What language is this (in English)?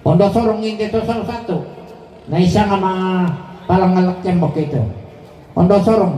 Toraja-Sa'dan